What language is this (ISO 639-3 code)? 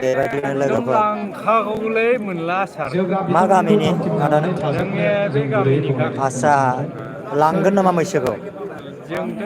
brx